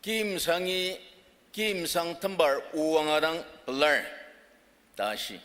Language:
Ao Naga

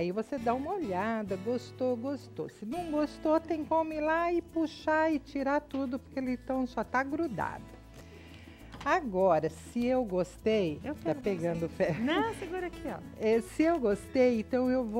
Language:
Portuguese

